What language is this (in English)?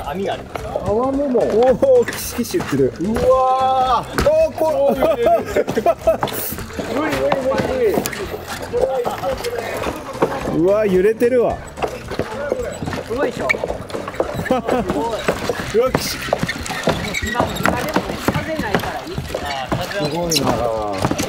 Japanese